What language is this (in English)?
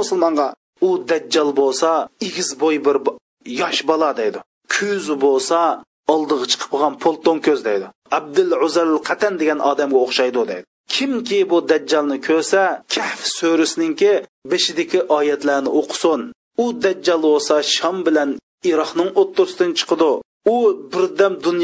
Uyghur